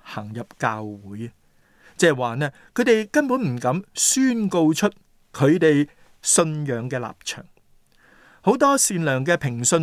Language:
Cantonese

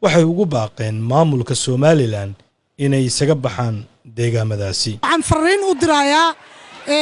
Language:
Somali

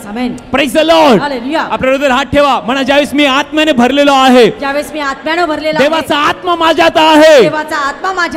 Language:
Marathi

